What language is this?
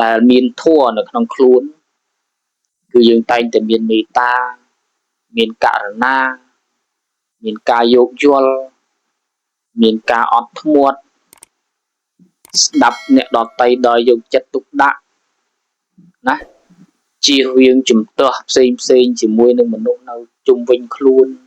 Khmer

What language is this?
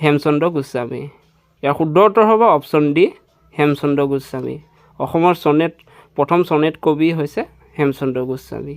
Assamese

